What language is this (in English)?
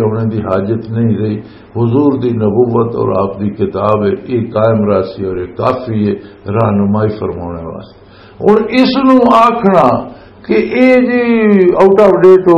Western Panjabi